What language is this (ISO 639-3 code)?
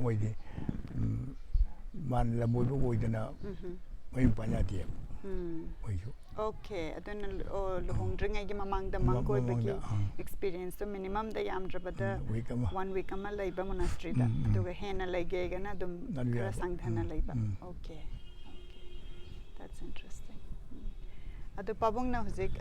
mni